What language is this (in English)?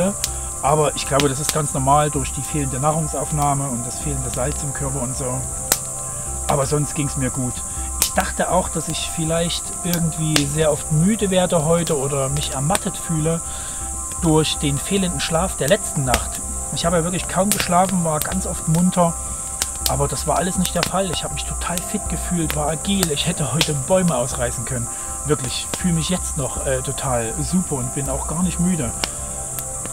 German